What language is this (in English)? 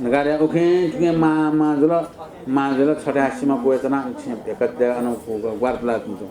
Newari